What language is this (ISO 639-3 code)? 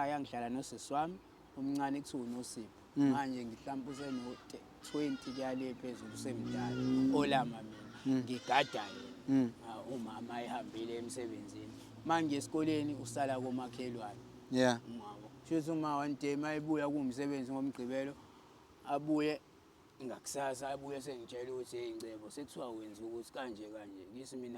zul